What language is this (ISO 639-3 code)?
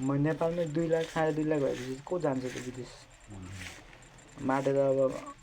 nep